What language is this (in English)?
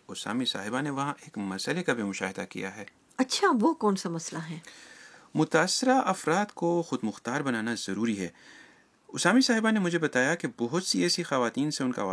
Urdu